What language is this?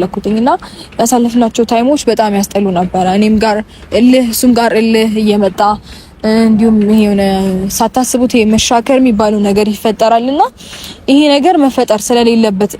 Amharic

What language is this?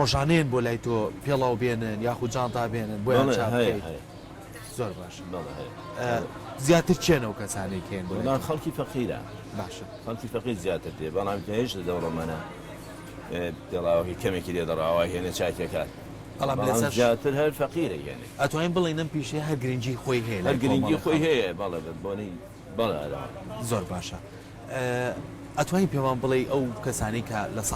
Central Kurdish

